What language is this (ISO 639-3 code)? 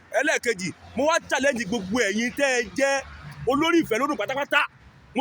yor